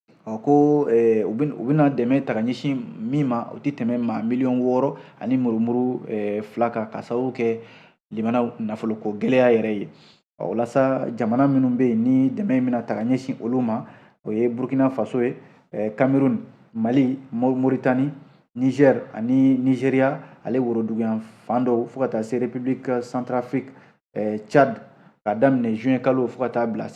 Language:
Bambara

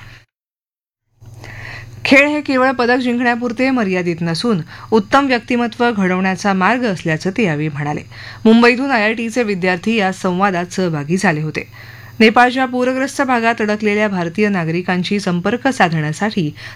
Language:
Marathi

